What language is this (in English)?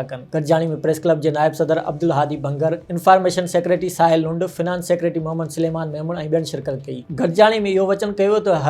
Sindhi